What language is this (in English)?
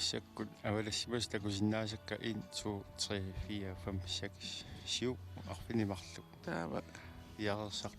Kalaallisut